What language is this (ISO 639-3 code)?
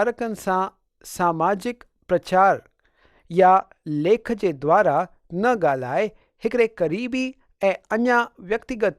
snd